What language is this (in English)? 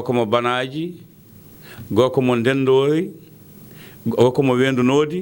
Fula